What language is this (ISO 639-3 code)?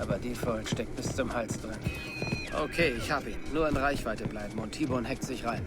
bar